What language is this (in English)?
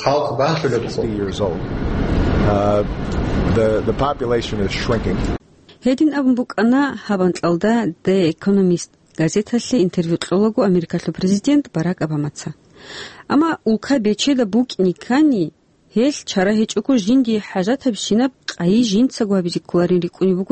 Avaric